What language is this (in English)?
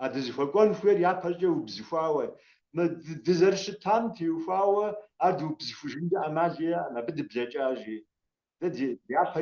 Kabardian